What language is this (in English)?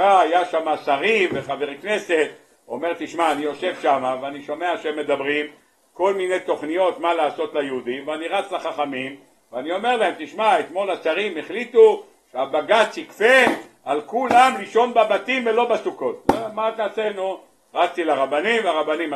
Hebrew